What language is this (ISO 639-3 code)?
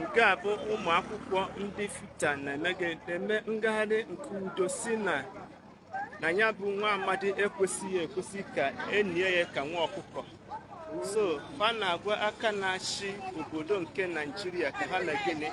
ibo